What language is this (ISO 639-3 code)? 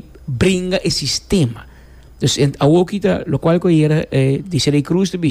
pap